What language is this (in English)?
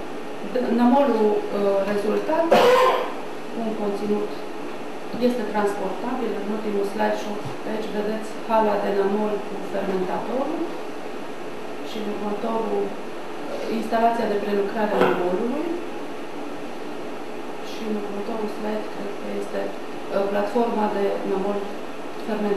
Romanian